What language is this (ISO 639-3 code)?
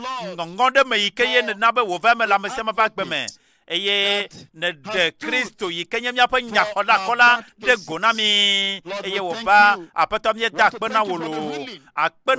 ewe